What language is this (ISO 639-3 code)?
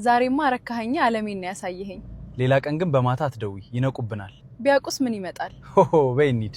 amh